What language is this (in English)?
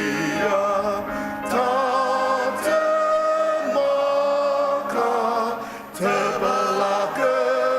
Ao Naga